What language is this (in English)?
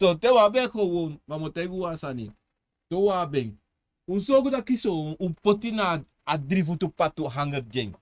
Sranan Tongo